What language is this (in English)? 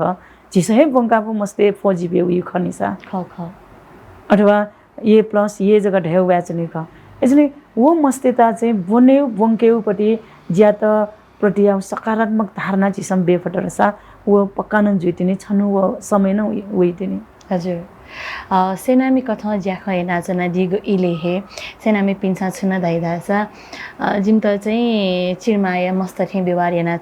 Newari